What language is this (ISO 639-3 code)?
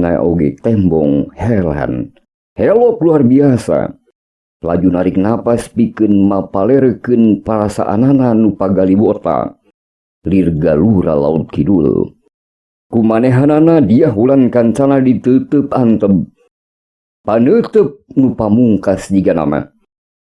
sun